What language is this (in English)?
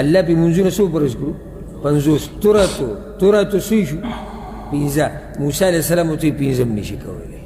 Pashto